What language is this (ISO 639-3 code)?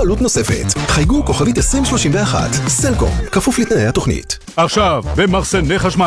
heb